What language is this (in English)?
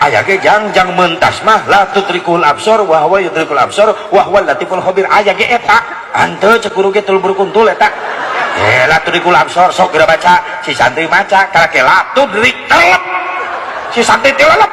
Sundanese